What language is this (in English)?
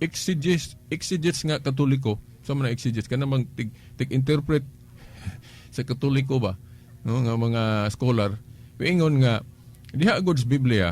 Cebuano